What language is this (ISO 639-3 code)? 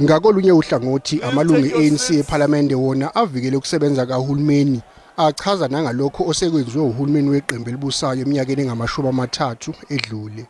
zul